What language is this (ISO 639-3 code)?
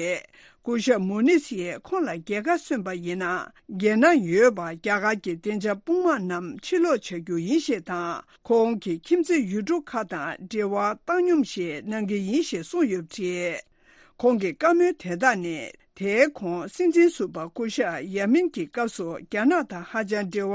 bod